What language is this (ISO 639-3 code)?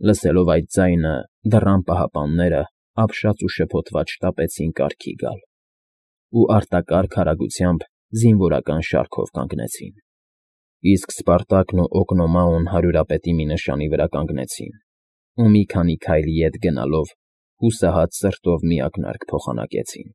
hye